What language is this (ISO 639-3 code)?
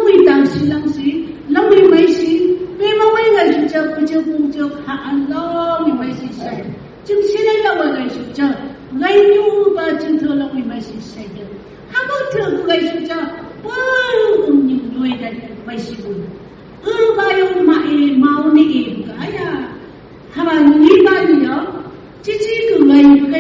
nph